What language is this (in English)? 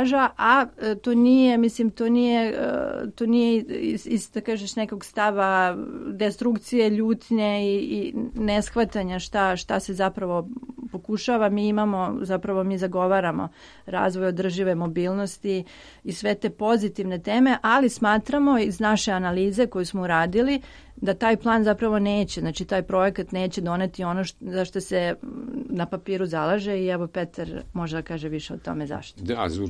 Serbian